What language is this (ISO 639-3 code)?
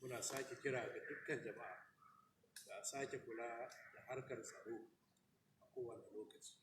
hau